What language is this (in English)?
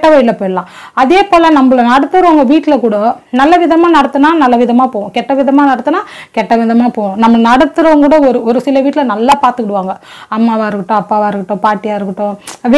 Tamil